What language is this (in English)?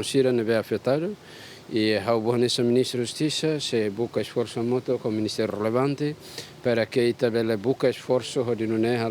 Tetum